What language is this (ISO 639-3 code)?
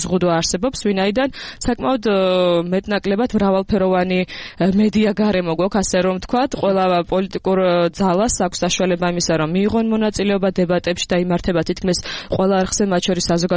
kat